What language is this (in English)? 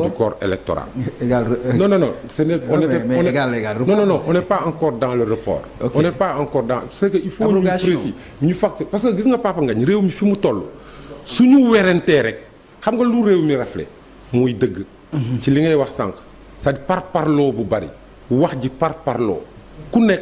Wolof